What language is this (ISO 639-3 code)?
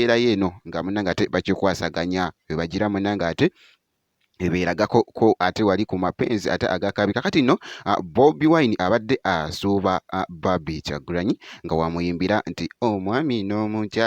lug